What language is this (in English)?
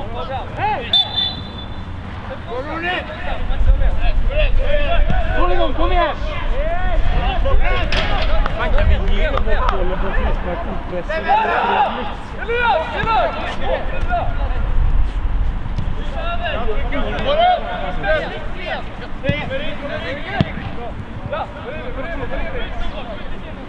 Swedish